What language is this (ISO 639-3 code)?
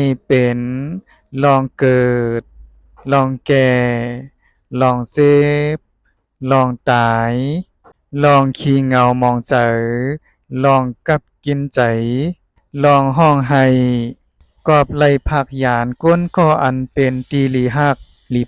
shn